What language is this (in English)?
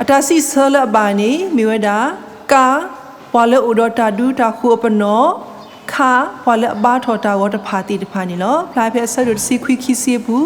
S'gaw Karen